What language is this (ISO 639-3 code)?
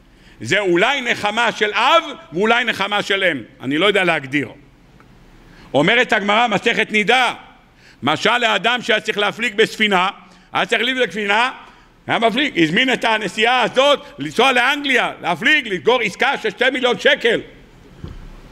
heb